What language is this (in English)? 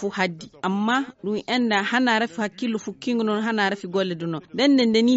Fula